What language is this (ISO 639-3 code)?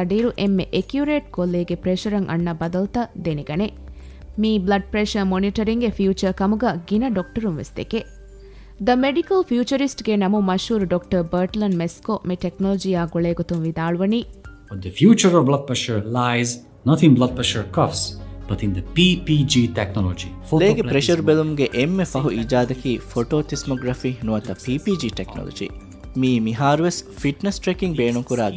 div